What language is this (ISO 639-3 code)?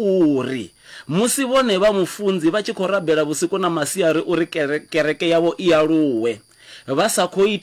ven